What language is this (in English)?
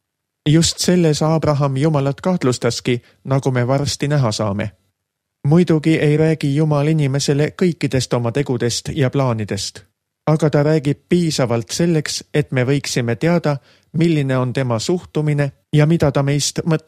Estonian